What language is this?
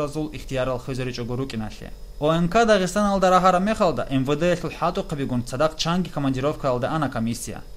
Avaric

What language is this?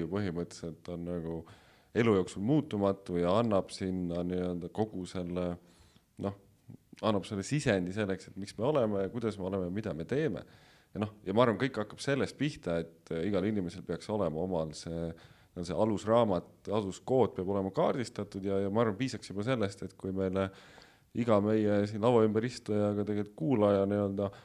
Estonian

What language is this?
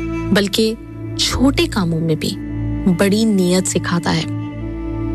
Urdu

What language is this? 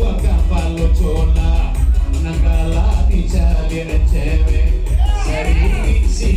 Minangkabau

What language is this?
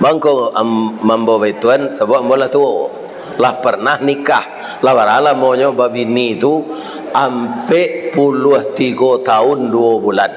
Minangkabau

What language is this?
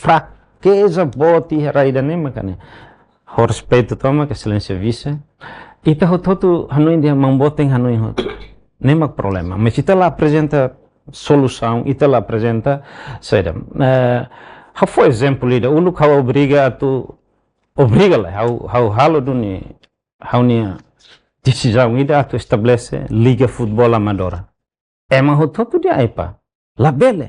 Tetum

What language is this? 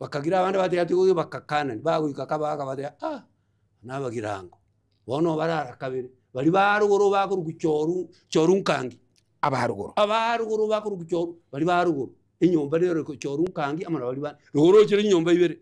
Gusii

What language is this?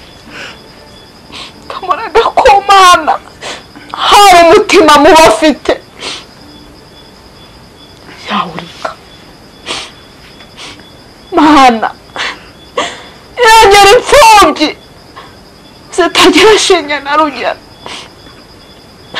Kinyarwanda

